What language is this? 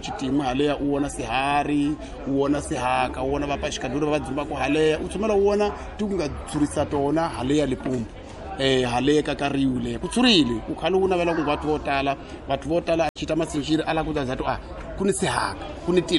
Tsonga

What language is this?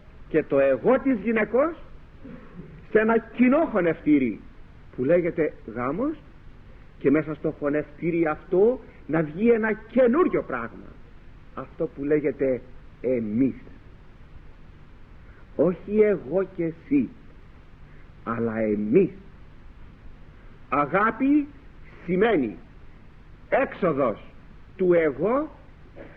Greek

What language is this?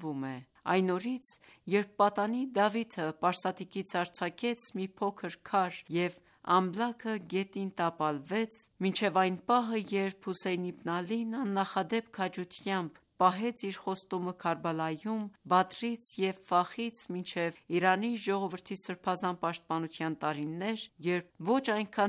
Armenian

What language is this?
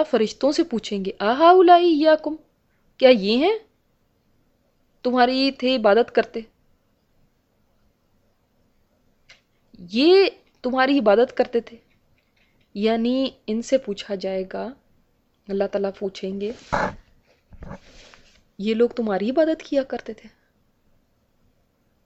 Urdu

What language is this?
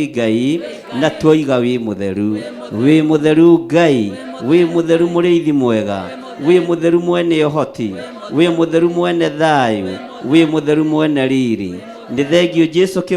Kikuyu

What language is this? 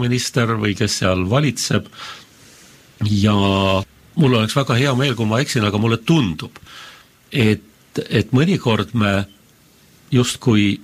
Estonian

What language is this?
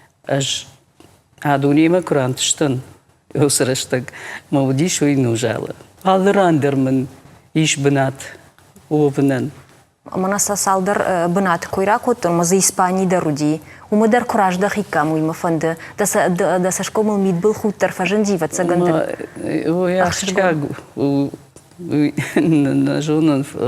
Ossetic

